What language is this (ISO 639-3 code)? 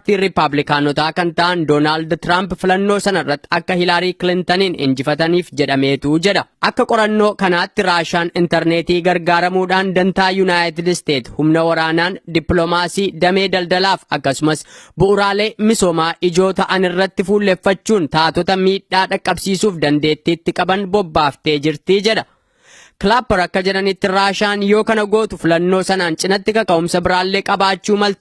orm